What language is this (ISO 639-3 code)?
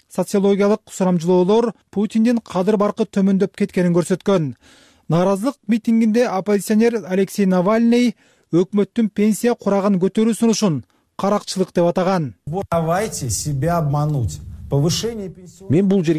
kir